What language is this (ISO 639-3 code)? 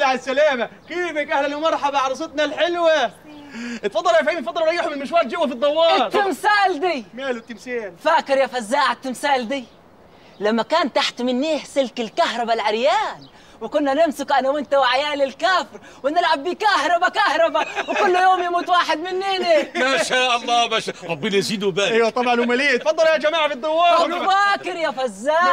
arz